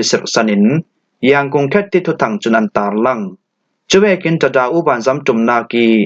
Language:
Falam Chin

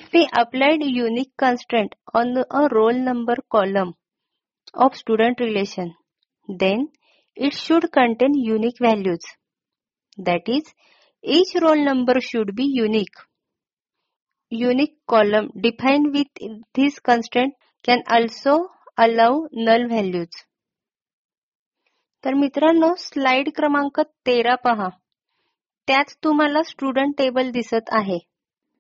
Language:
Marathi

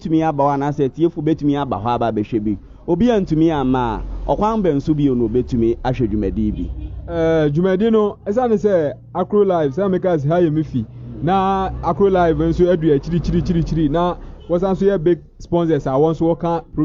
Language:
Akan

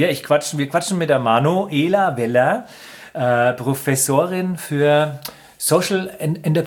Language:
German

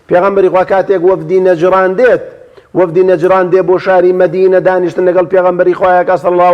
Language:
Central Kurdish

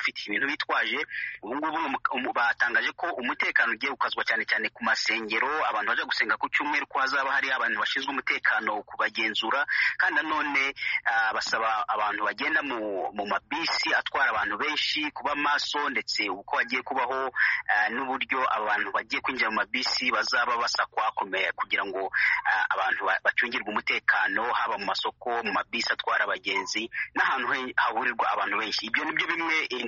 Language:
Kinyarwanda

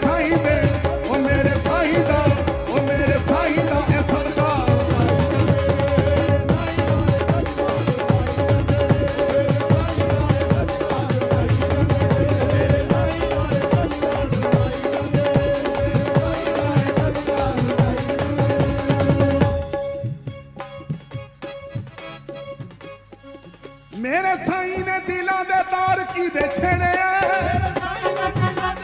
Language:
Punjabi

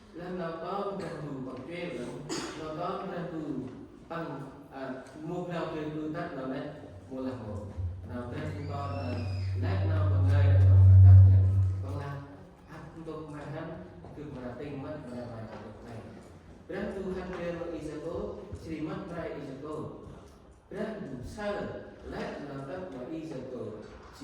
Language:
Central Mnong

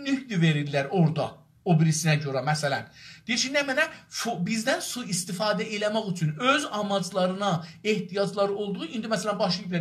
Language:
South Azerbaijani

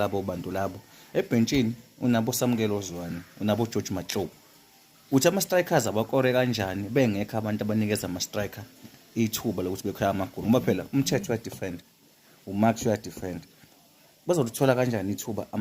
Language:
Zulu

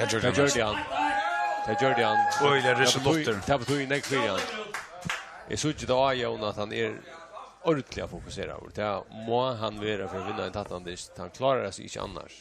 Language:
Faroese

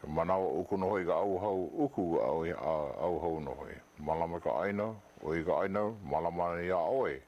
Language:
Hawaiian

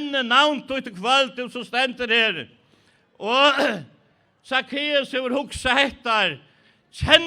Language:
Faroese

